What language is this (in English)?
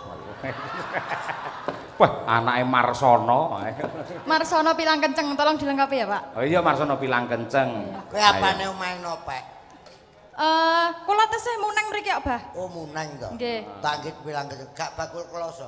Javanese